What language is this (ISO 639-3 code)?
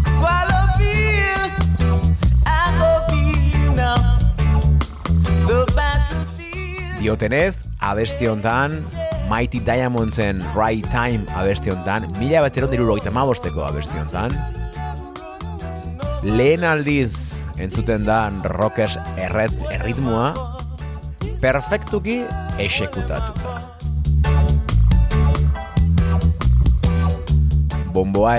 eus